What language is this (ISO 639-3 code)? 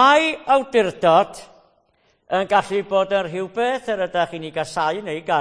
cym